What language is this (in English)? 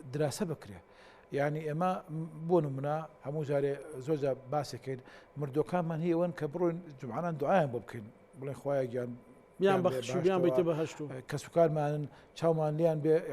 Central Kurdish